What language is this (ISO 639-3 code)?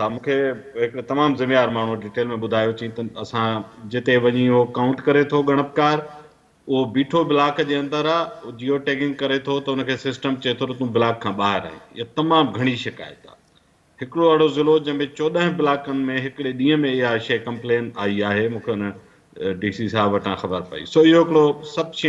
snd